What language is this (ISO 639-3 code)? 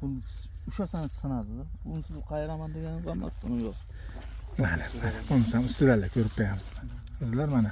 uzb